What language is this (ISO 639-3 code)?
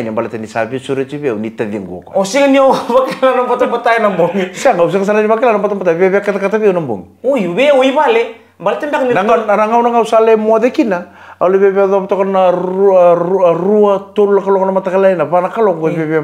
fij